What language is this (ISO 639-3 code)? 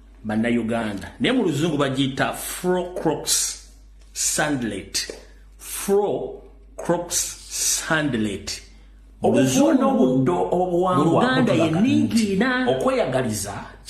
lug